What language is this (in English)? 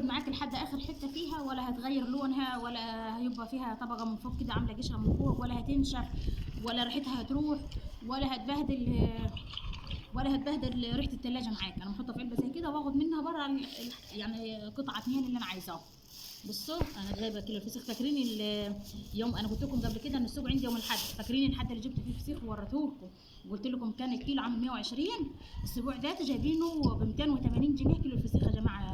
Egyptian Arabic